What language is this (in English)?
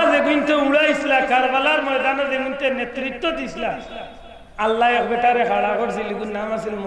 Sylheti